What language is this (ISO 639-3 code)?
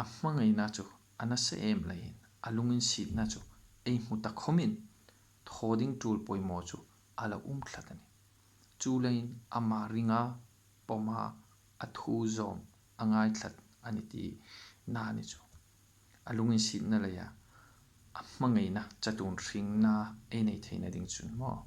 hmr